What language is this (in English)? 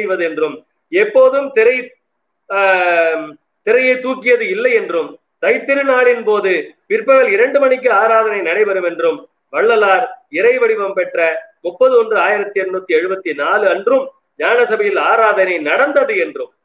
Tamil